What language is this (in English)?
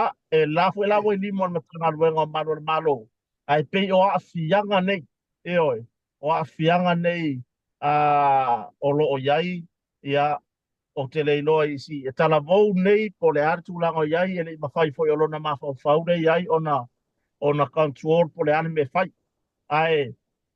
Samoan